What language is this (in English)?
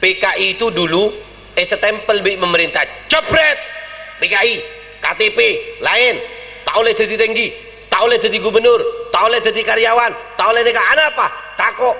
Madurese